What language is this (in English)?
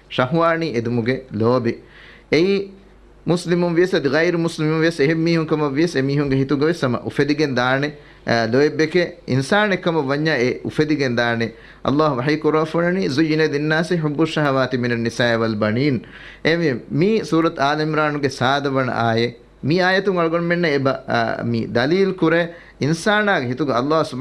Divehi